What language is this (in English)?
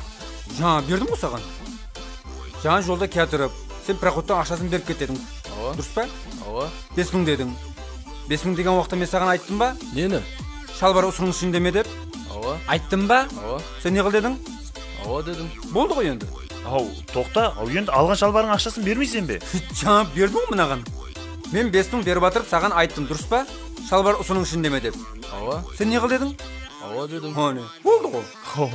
Kazakh